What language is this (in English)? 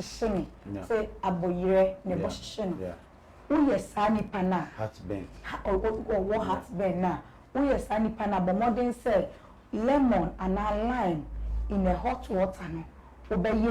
Akan